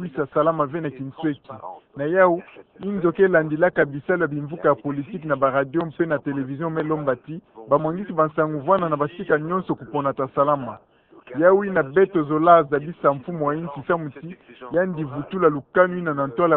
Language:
Kituba (Democratic Republic of Congo)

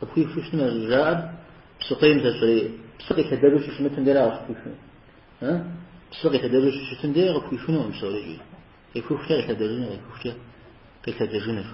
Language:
Kabardian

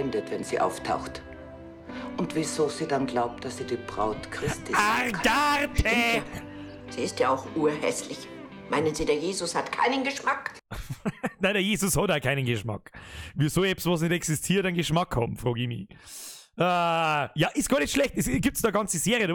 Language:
Bavarian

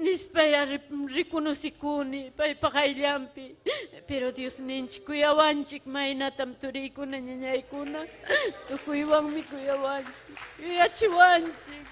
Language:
Ayacucho Quechua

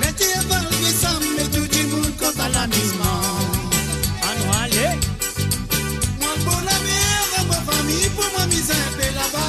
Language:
Morisyen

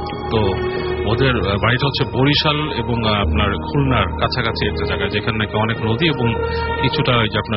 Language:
Bangla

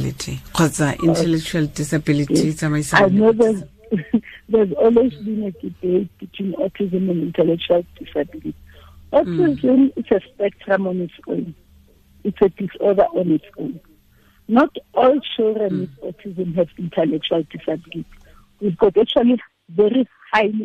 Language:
Tswana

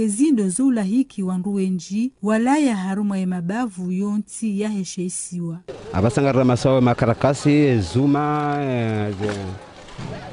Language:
Ngazidja Comorian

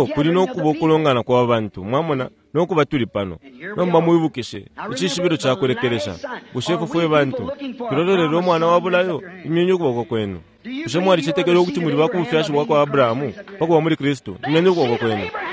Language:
Bemba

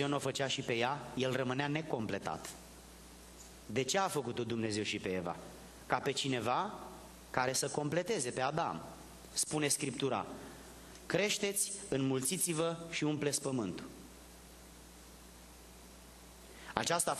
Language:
Romanian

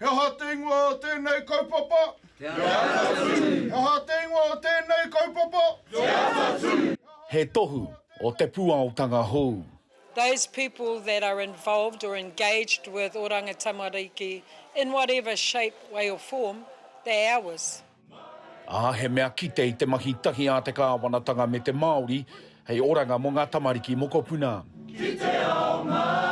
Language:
Māori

